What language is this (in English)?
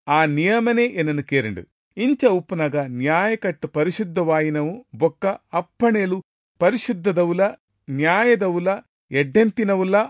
Tulu